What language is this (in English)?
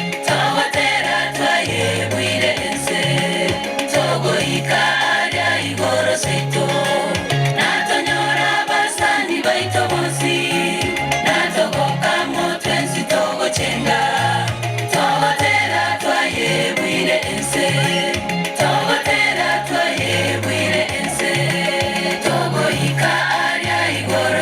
Gusii